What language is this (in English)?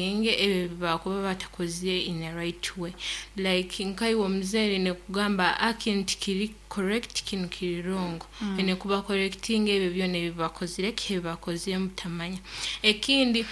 Nyankole